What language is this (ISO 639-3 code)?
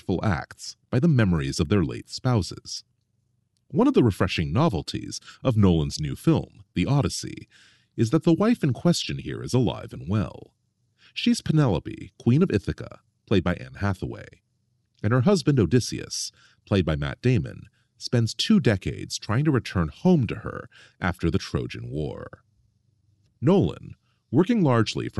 eng